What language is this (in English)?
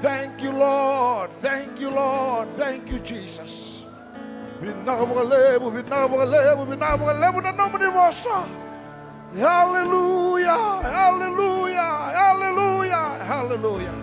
Fijian